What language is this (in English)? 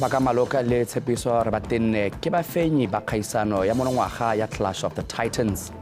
Tswana